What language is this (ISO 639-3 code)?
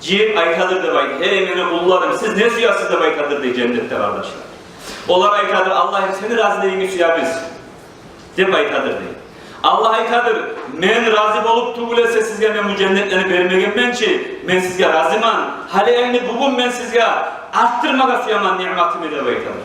kum